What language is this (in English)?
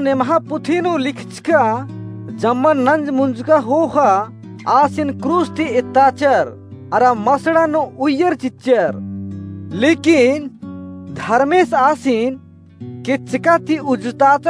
Kurukh